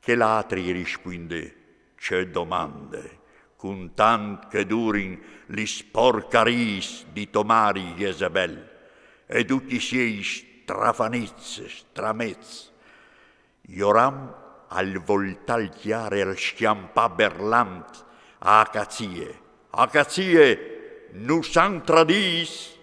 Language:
Friulian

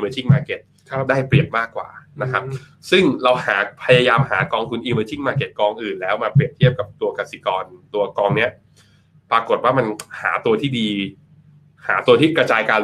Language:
Thai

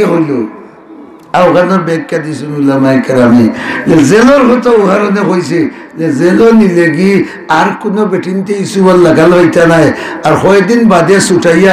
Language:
Sylheti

